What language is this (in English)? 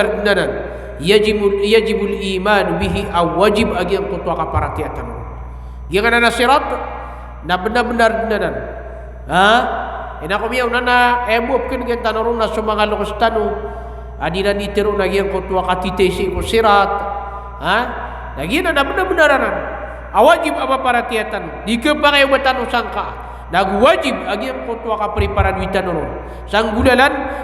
Maranao